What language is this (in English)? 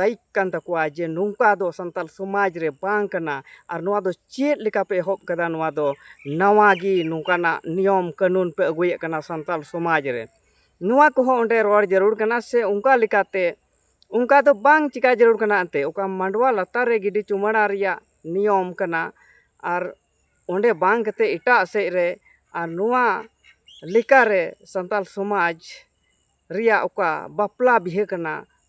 Santali